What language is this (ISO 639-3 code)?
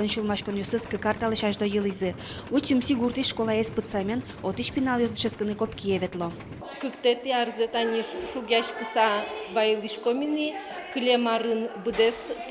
udm